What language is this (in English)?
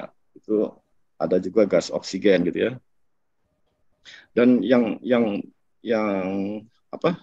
Indonesian